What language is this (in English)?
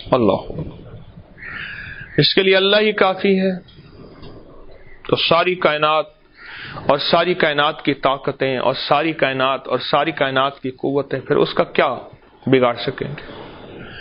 Urdu